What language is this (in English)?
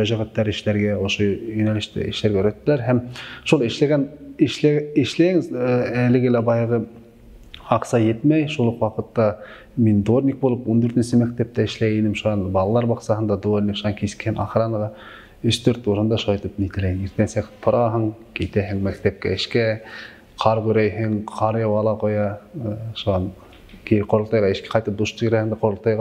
Bashkir